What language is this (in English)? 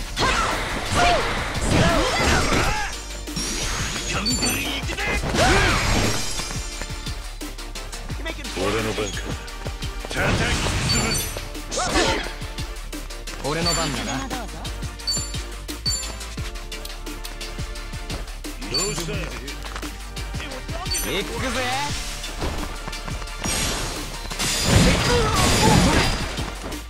Japanese